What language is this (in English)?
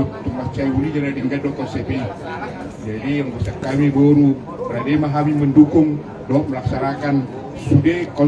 Batak Toba